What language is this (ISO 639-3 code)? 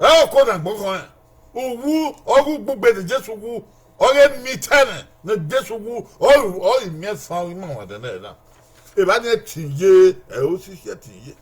bin